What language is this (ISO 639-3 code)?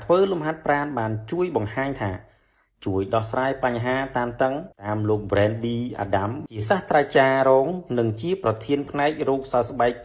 khm